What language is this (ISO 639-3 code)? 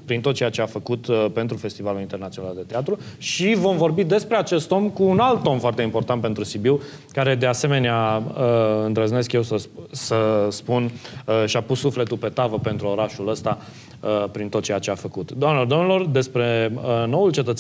ron